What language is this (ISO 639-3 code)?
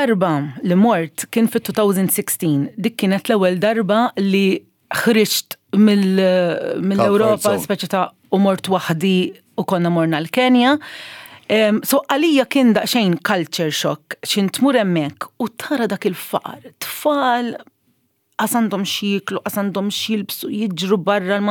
mlt